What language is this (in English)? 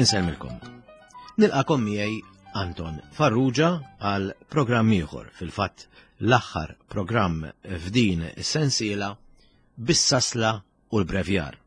Maltese